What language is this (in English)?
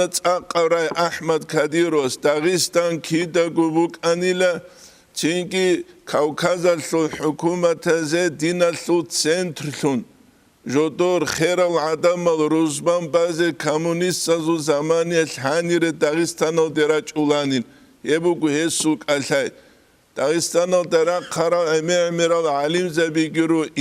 Avaric